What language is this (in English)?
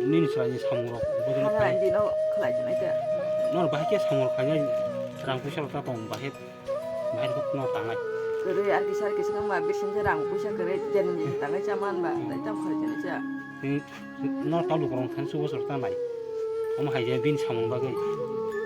Kok Borok